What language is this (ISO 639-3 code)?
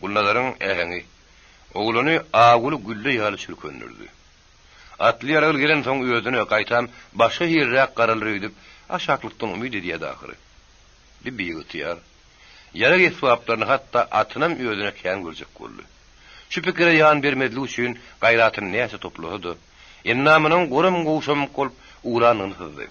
tuk